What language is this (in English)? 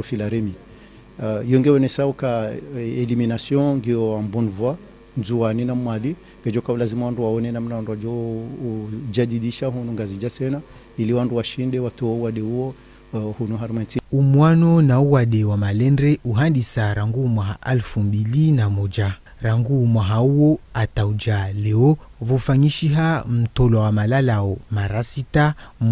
Ngazidja Comorian